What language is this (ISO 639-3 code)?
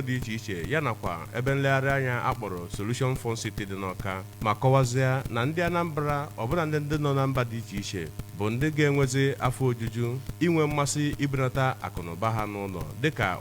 ibo